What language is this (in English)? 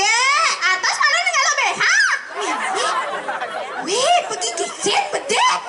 Balinese